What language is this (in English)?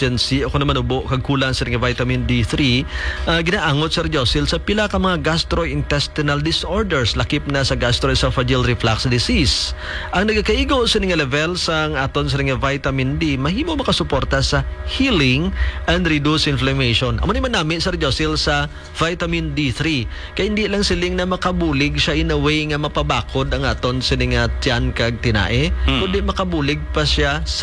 Hiligaynon